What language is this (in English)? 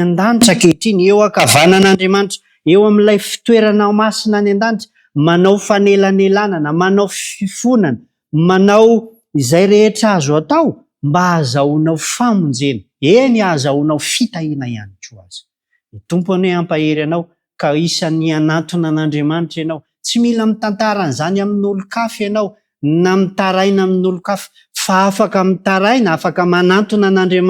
Malagasy